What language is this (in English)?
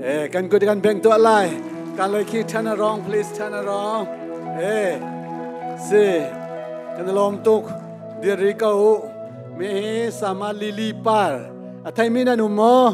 Hakha Chin